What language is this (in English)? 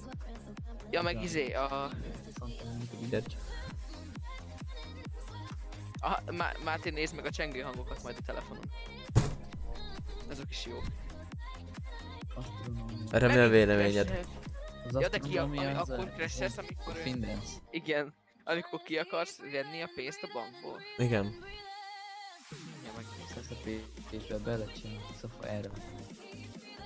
Hungarian